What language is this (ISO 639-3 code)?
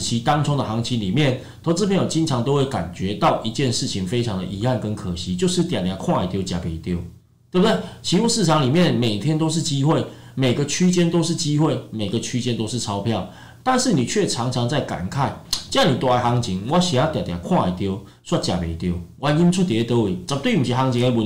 zho